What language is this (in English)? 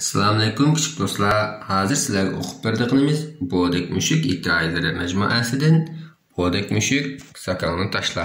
Uyghur